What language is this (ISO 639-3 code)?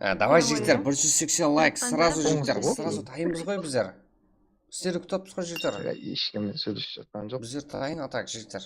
kaa